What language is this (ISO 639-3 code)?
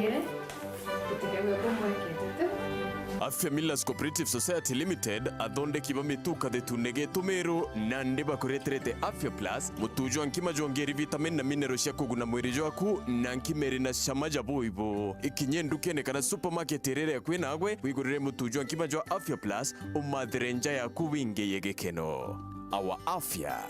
mer